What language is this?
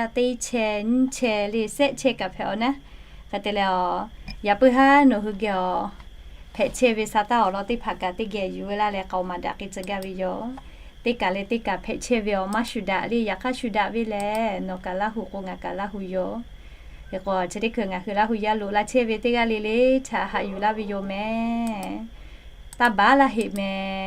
Lahu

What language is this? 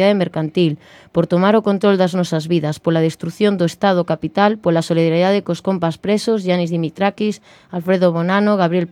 Galician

